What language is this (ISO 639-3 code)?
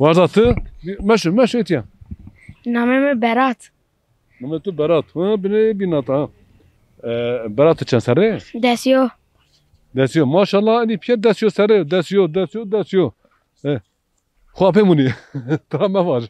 zza